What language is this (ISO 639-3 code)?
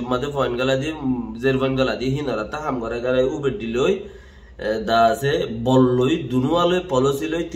rhg